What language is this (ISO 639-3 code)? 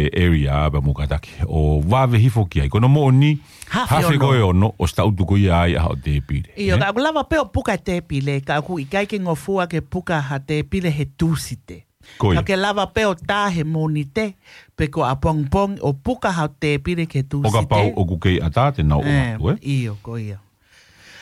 ton